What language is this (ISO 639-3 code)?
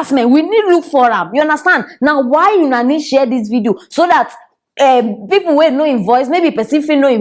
pcm